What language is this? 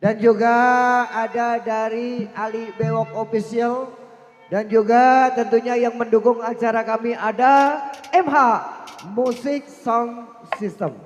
Betawi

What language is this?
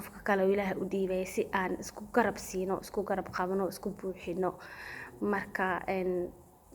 Somali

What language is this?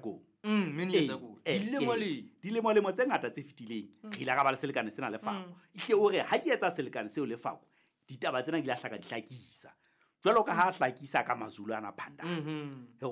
Southern Sotho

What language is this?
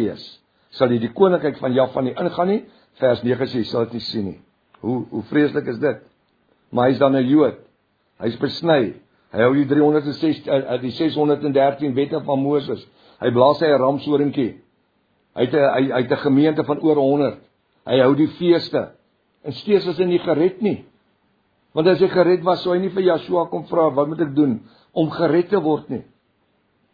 Afrikaans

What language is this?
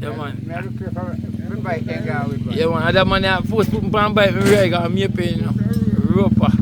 Jamaican Creole English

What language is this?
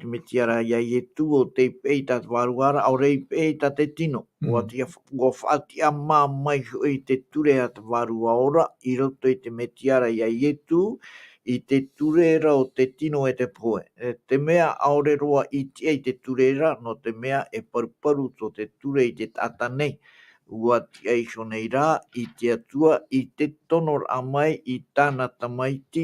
Tahitian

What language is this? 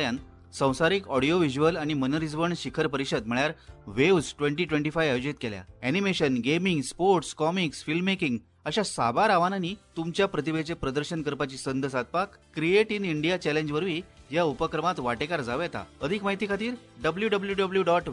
Konkani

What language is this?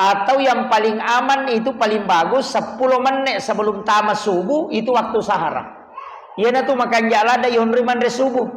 Buginese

